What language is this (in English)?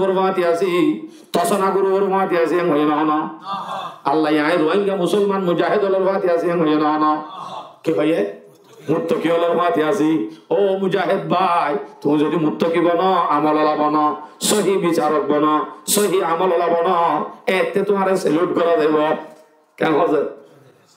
Rohingya